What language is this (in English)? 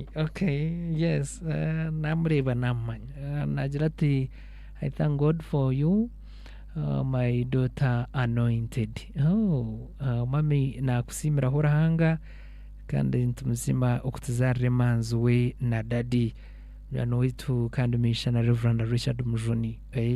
Nyankole